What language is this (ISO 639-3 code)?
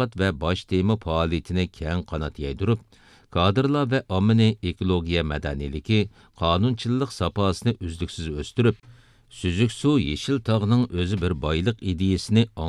uig